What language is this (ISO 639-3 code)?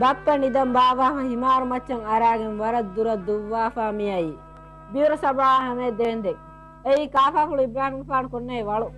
div